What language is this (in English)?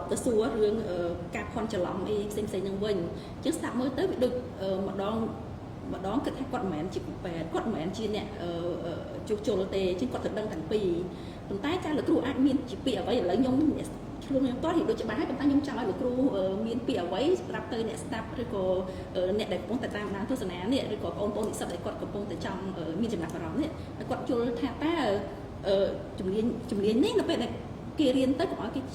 Khmer